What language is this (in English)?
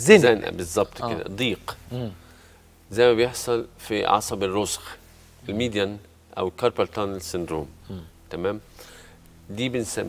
Egyptian Arabic